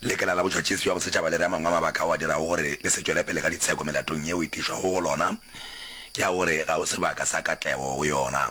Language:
Northern Sotho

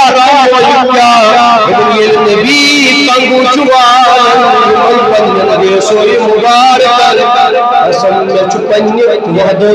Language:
Kashmiri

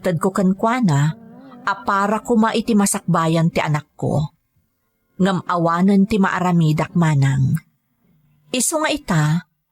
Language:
Iloko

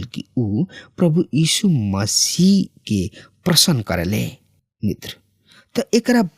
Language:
Bhojpuri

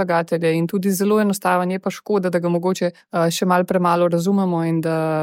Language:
Slovenian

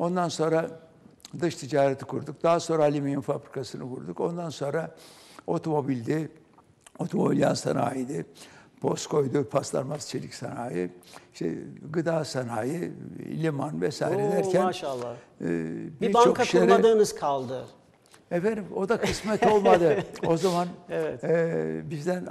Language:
Turkish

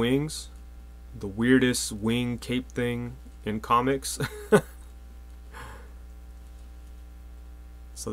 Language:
English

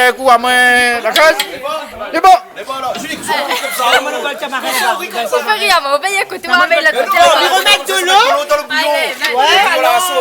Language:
Réunion Creole French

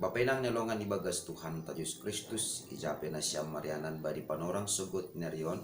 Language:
Batak Simalungun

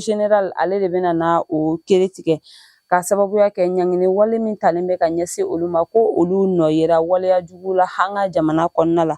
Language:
Bambara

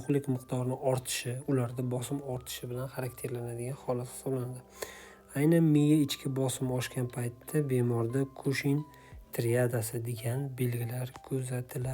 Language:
Uzbek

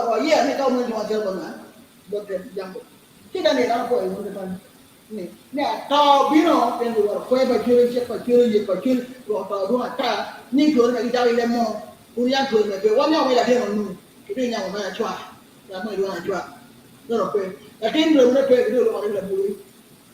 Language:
Acoli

